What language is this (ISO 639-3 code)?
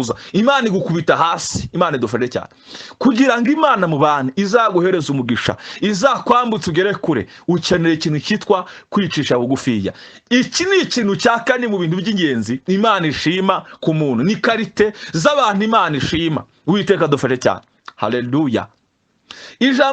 kin